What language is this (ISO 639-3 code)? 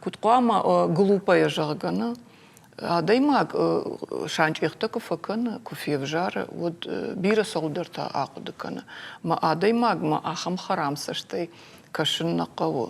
oss